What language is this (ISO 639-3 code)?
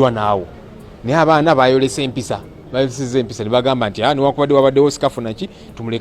lug